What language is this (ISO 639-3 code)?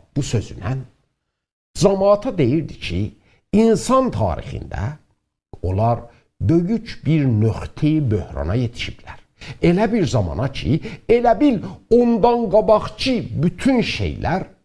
azb